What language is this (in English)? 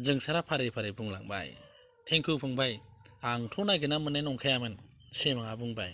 Bodo